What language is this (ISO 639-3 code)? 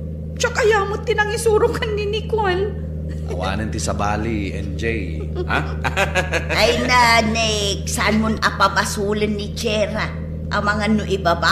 ilo